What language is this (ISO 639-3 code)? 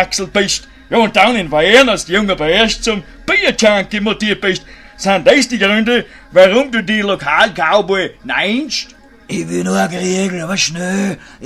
bar